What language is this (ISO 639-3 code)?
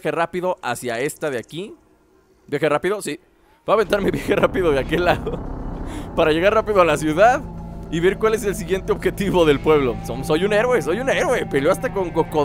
spa